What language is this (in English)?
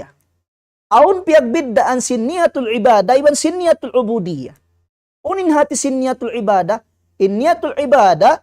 Tausug